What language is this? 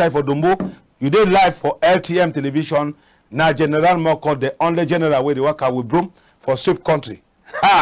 Cameroon Pidgin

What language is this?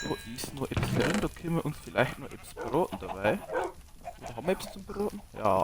Bavarian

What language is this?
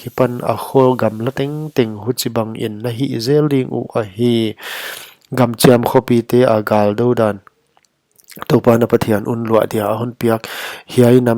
Paite Chin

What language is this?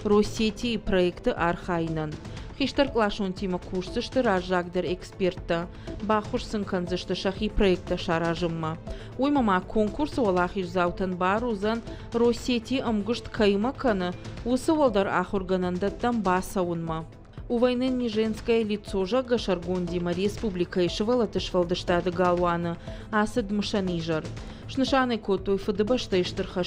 Ossetic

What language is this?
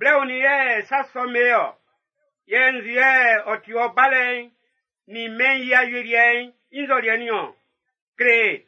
Baoulé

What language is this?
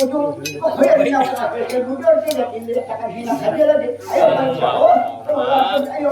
Banjar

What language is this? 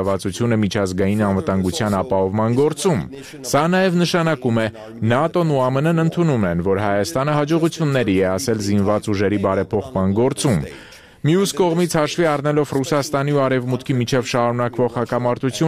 Armenian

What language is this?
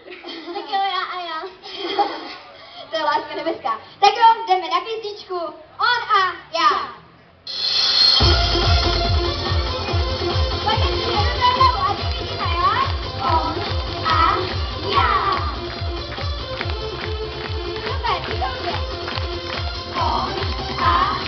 Czech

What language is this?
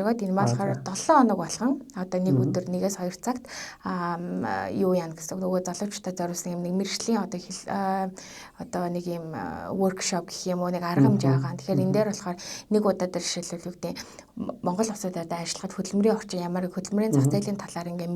Mongolian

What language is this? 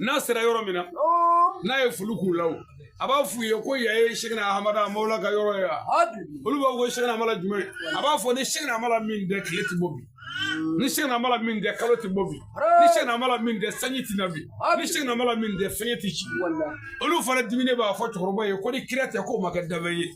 Bambara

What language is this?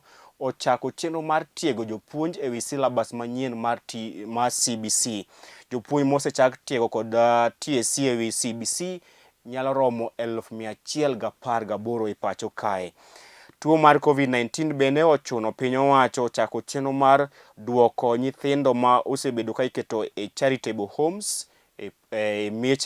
Luo (Kenya and Tanzania)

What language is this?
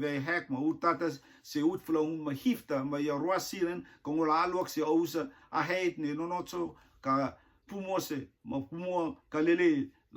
Rotuman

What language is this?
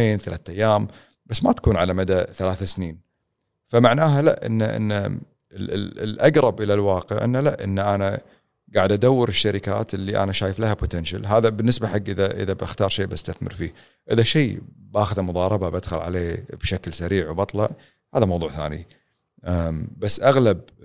Gulf Arabic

